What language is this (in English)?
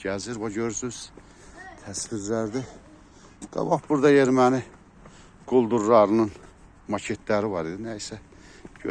Azerbaijani